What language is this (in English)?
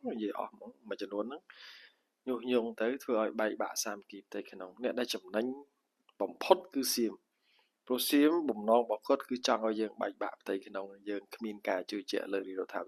Khmer